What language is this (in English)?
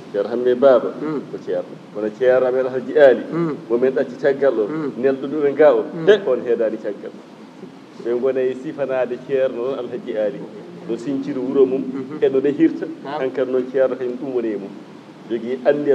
Fula